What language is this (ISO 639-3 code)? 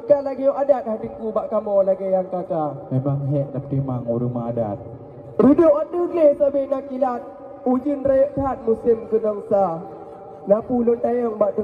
ace